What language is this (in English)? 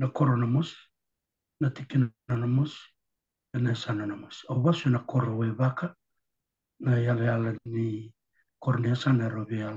Fijian